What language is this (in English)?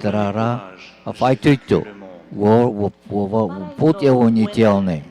Tahitian